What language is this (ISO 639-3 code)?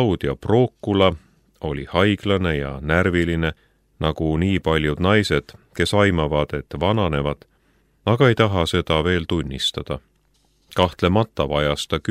est